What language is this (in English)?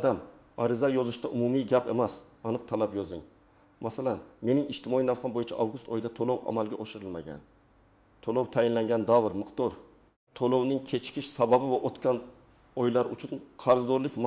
Uzbek